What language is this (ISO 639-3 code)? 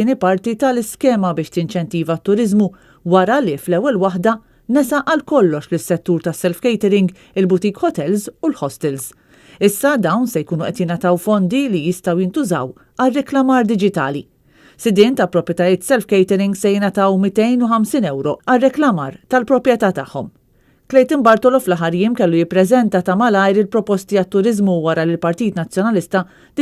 mlt